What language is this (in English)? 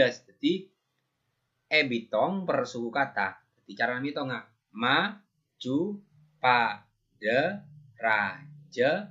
Madurese